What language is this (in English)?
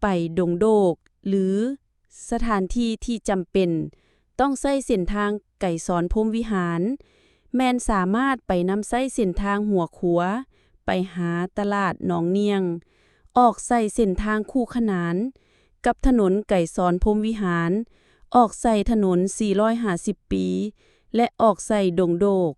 Lao